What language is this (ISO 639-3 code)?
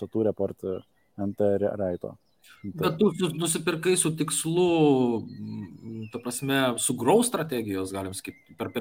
lit